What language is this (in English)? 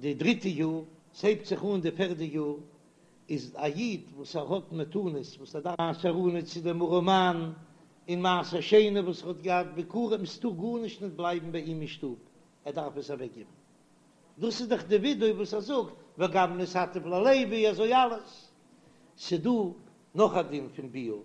Yiddish